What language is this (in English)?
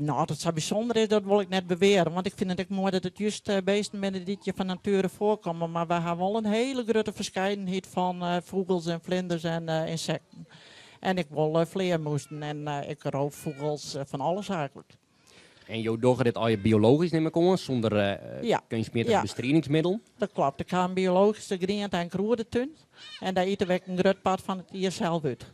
Western Frisian